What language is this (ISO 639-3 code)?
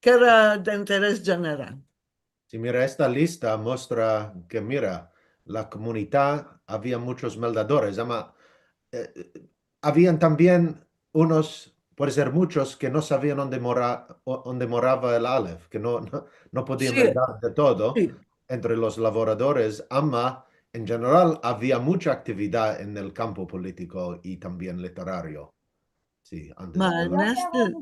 lad